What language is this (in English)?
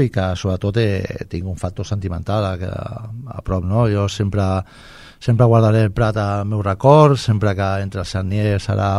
Catalan